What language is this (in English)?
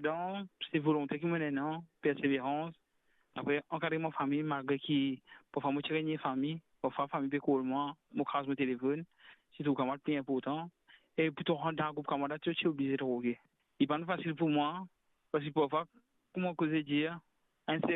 Morisyen